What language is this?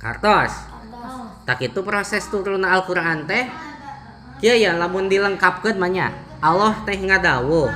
Sundanese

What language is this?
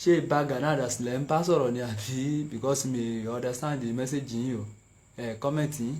Yoruba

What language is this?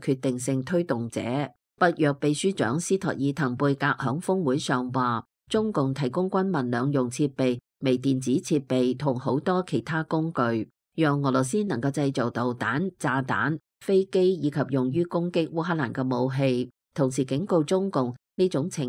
Cantonese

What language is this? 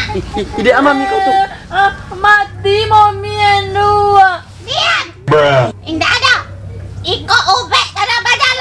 Minangkabau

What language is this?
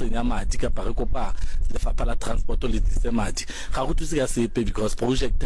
Northern Sotho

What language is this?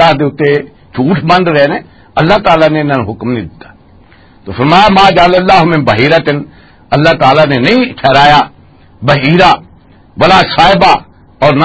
Western Panjabi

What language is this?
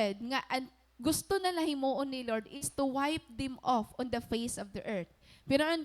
Waray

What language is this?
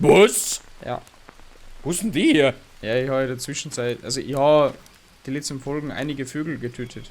Bavarian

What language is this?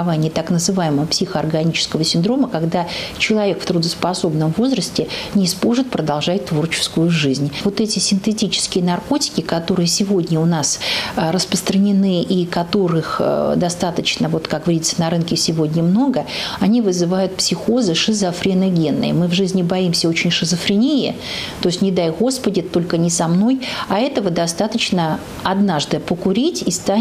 Russian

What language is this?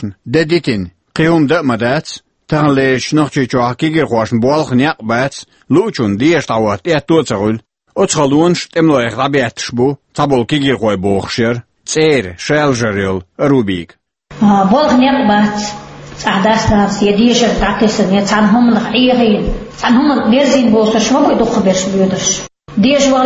Chechen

